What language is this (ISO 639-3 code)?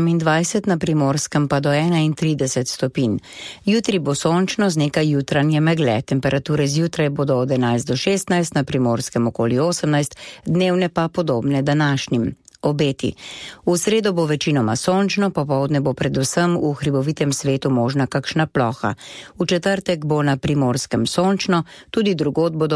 slv